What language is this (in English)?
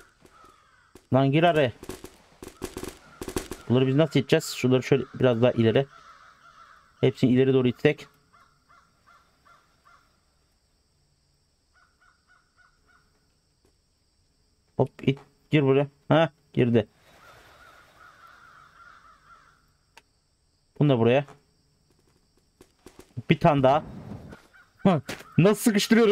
Turkish